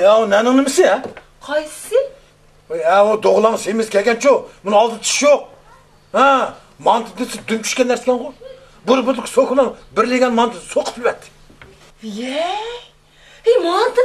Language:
Uyghur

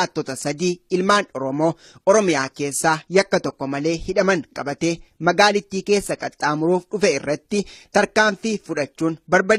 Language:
Oromo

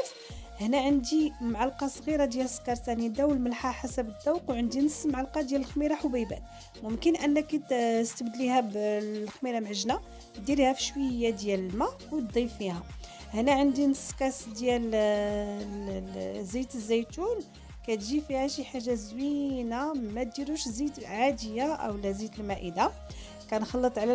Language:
Moroccan Arabic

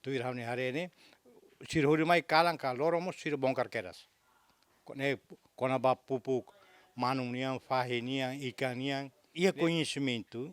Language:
Tetum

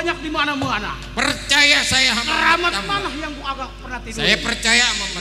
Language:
Betawi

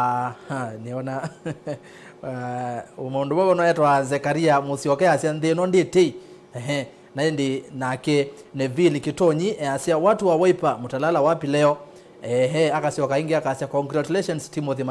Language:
Kamba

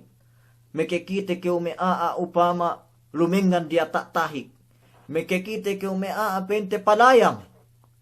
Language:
Yakan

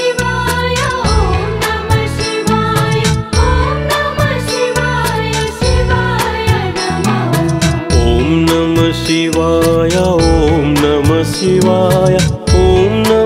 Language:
Kannada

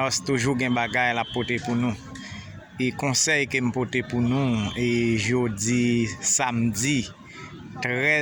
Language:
Haitian Creole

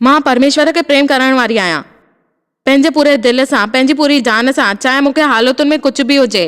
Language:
Sindhi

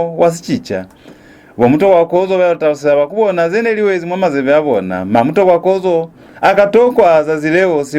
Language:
Lozi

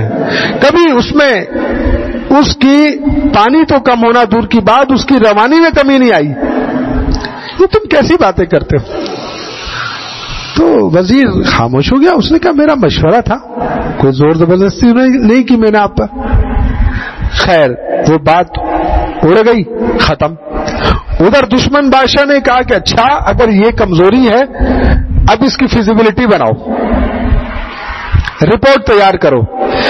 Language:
Urdu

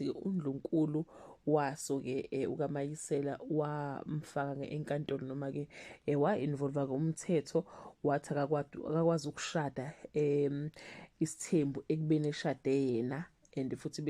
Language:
Zulu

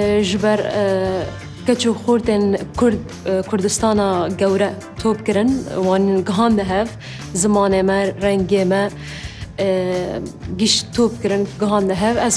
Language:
Kurdish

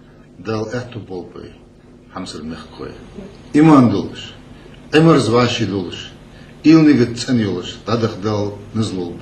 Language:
Ingush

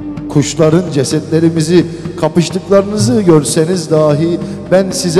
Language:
Turkish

